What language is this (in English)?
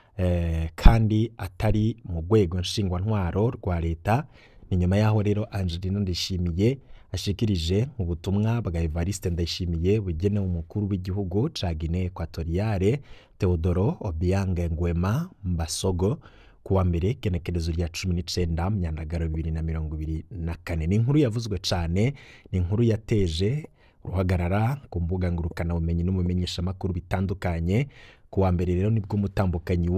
Rundi